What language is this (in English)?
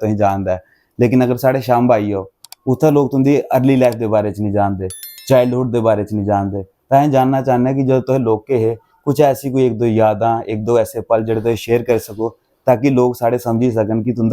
Dogri